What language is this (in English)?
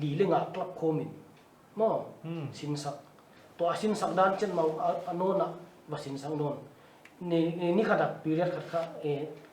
Paite Chin